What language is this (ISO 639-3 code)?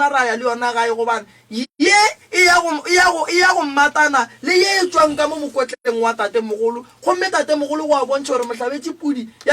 nso